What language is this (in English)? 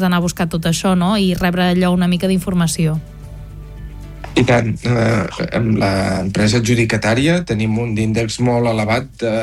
Catalan